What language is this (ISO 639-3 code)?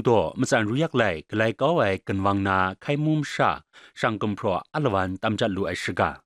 kac